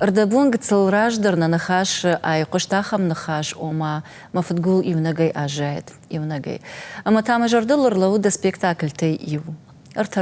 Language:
Ossetic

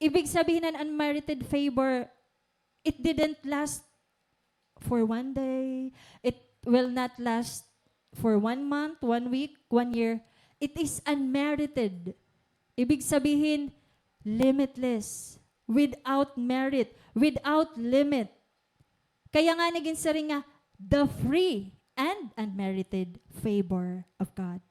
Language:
Waray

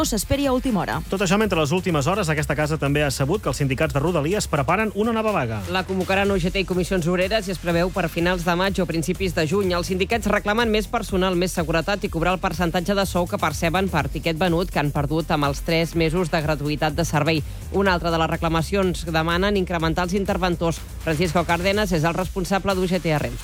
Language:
Catalan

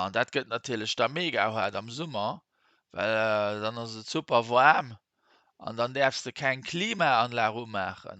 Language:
Luxembourgish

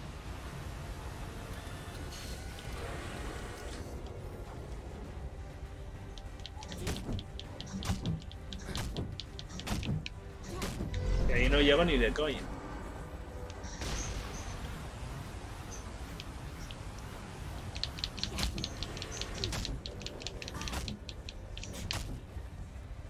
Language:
Spanish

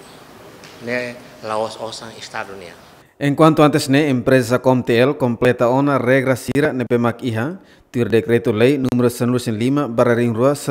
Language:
Tetum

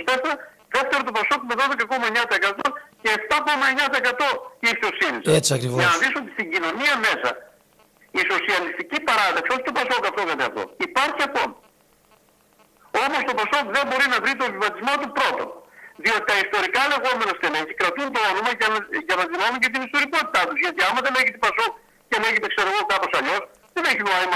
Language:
Greek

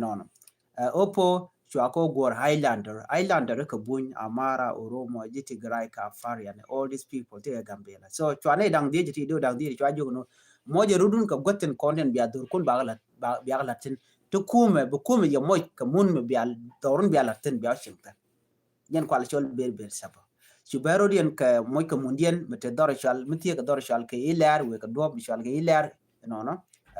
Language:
Nuer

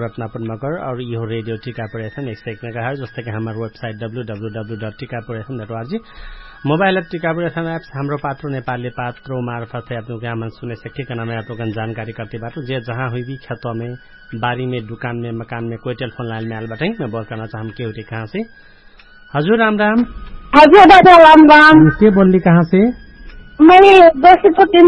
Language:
Dangaura Tharu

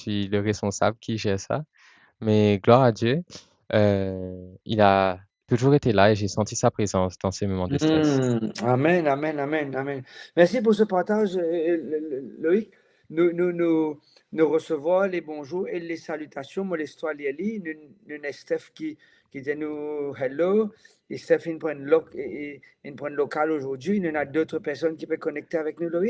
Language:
Morisyen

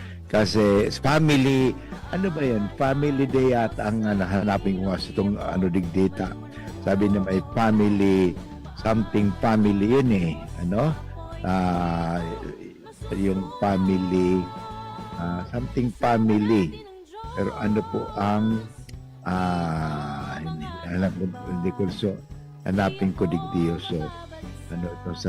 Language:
Bikol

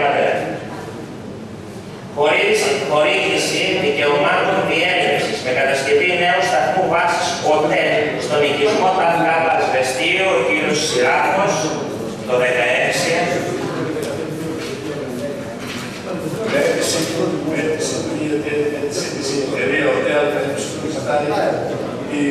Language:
Greek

